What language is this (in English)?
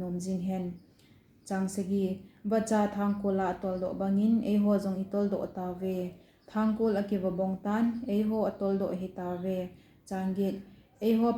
Thado Chin